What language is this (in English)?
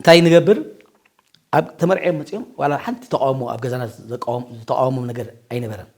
Tigrinya